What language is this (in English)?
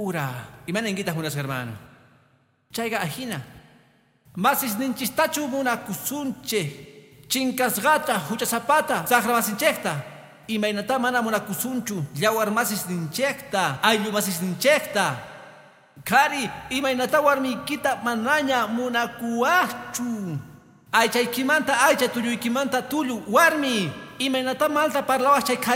Quechua